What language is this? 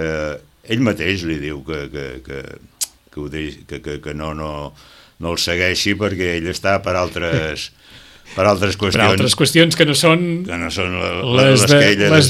Catalan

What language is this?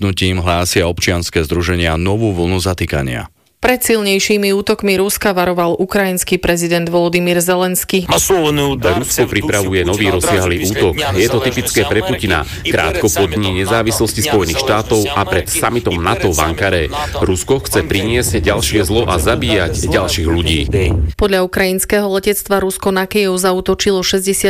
Slovak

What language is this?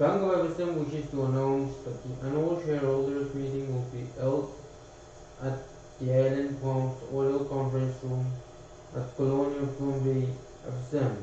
Pohnpeian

